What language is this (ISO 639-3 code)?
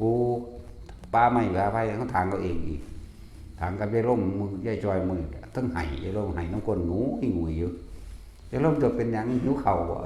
tts